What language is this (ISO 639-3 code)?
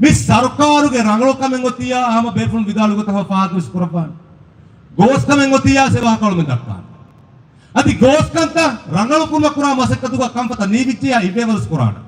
div